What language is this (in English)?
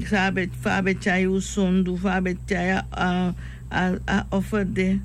Sranan Tongo